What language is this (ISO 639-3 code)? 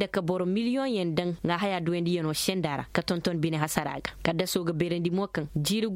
ses